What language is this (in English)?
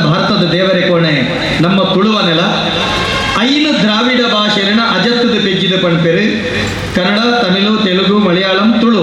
Tulu